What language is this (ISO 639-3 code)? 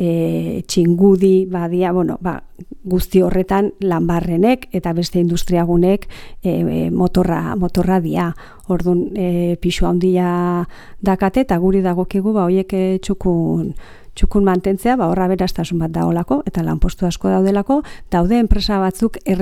eus